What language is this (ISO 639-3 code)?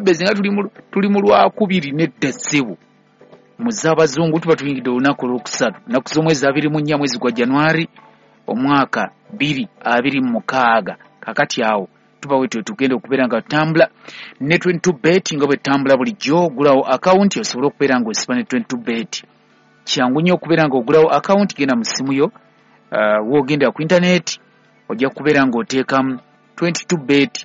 lug